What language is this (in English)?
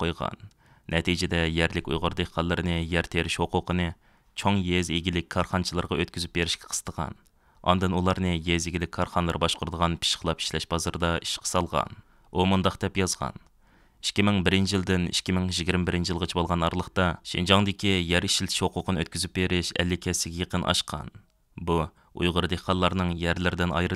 Uyghur